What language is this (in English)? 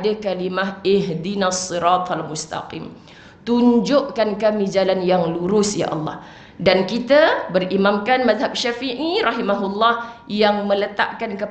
Malay